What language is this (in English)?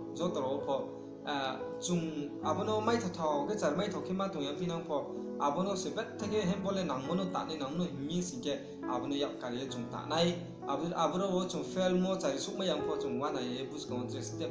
Riang (India)